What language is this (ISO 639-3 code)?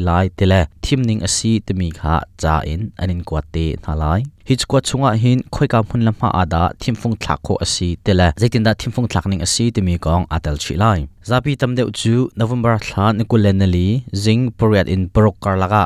cnh